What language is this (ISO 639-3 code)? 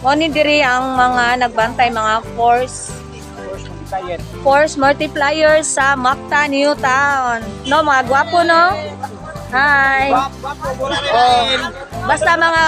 ceb